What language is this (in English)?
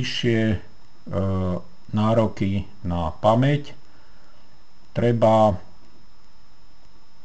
Slovak